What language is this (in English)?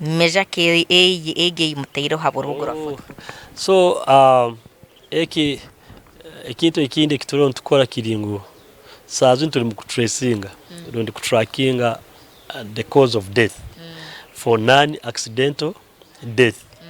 Nyankole